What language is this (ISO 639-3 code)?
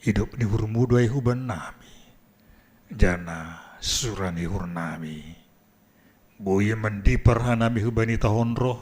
bts